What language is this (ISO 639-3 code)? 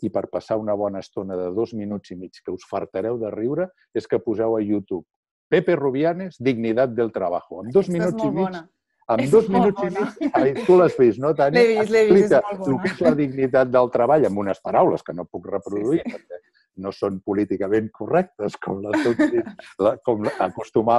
cat